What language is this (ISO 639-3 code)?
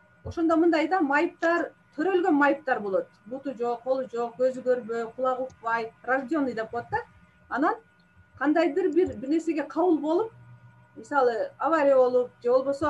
kir